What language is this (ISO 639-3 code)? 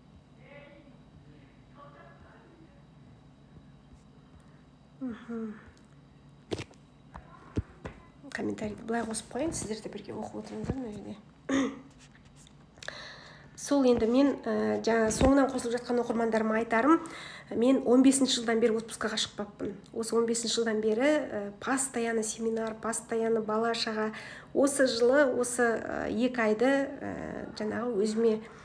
kaz